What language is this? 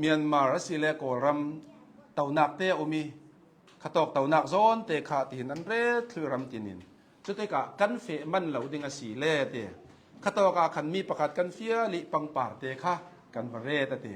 Hakha Chin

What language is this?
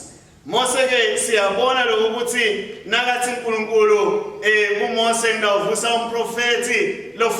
Swati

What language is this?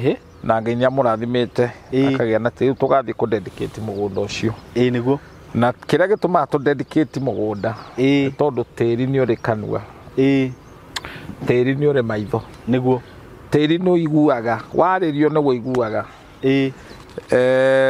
Kikuyu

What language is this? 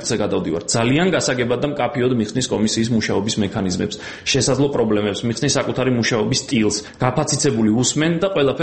Georgian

